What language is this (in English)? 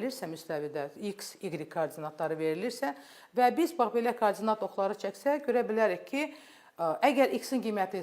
Azerbaijani